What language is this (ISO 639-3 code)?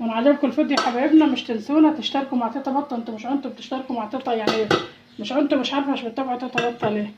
arz